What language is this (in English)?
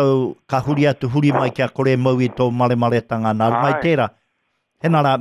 Māori